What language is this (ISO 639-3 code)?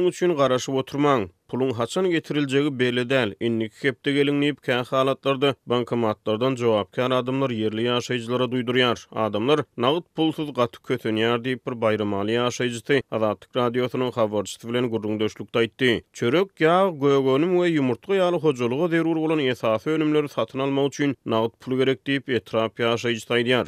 tuk